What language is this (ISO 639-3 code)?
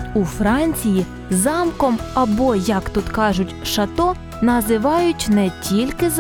ukr